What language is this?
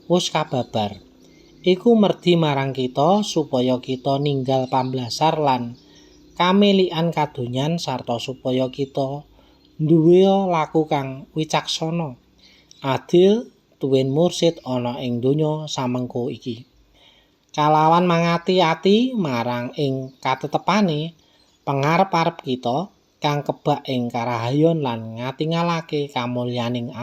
Javanese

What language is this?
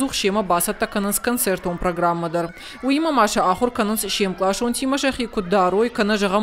Ossetic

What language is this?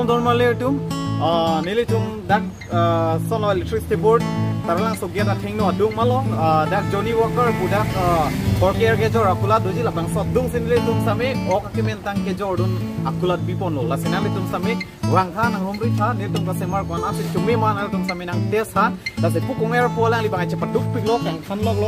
Karbi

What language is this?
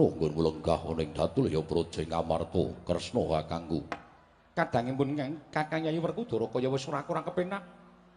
Javanese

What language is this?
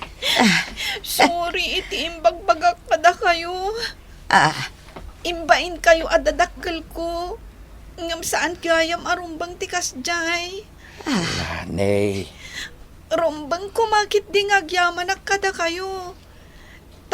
Iloko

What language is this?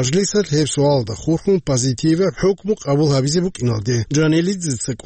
Avaric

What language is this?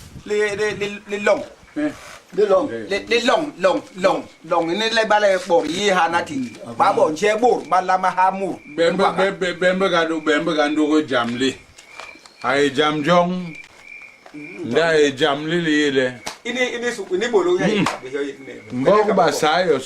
Basaa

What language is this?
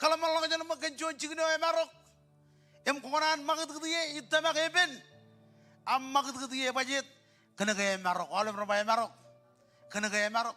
Marshallese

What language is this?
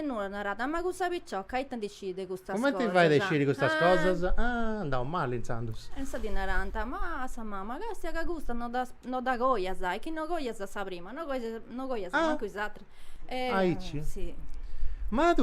Sardinian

